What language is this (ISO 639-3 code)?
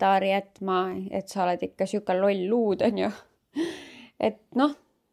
est